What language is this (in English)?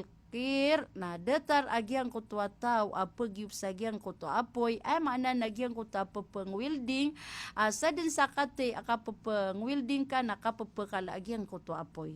Maranao